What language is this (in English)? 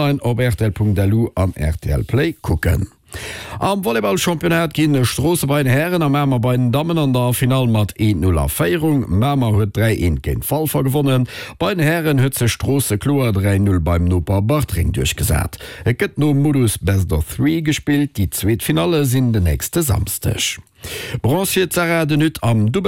Luxembourgish